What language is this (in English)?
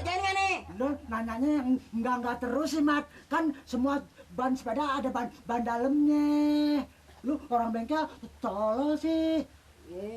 Betawi